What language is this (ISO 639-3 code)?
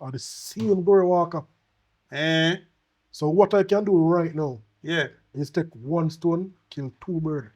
jam